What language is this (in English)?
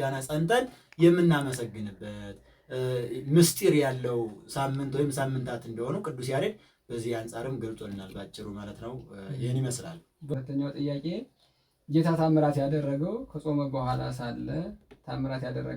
Amharic